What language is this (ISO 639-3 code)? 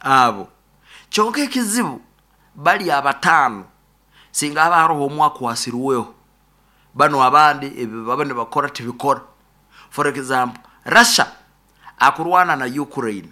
nyo